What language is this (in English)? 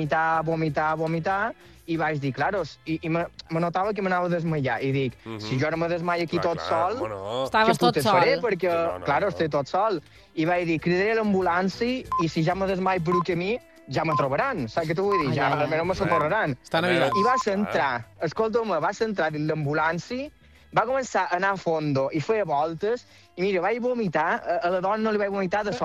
Catalan